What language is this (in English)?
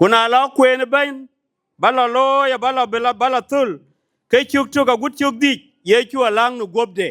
Dinka